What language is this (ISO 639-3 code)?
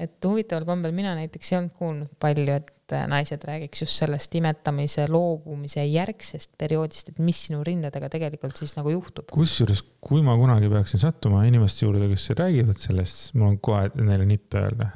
est